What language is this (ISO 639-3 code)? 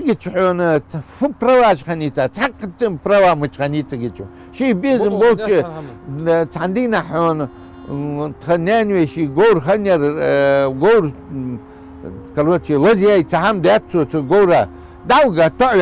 inh